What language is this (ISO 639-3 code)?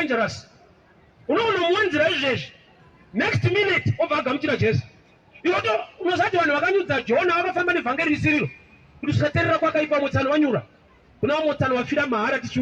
sna